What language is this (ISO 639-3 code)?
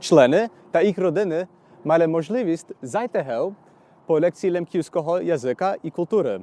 rue